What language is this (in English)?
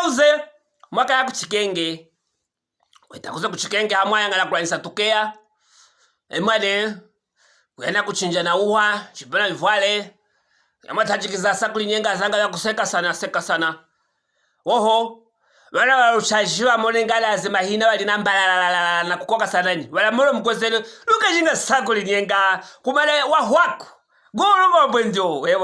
Luvale